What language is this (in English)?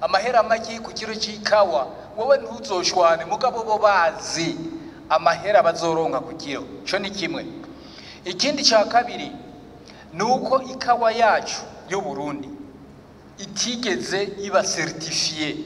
Rundi